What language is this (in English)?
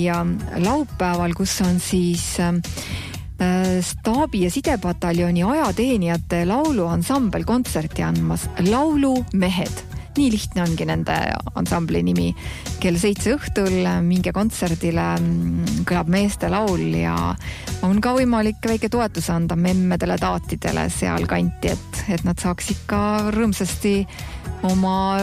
Estonian